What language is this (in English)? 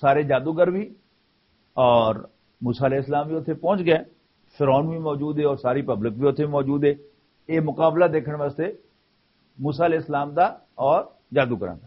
Western Panjabi